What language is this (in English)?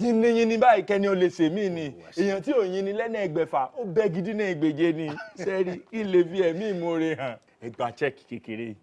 Yoruba